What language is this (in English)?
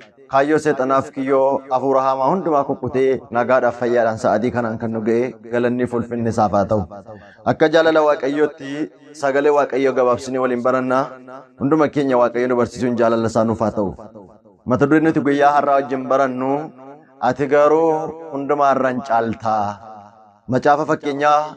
Oromo